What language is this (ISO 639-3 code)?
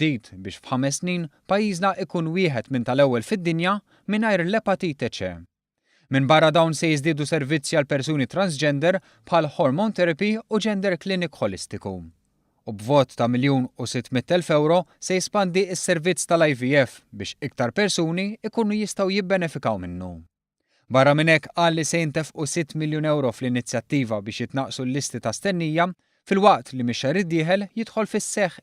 mlt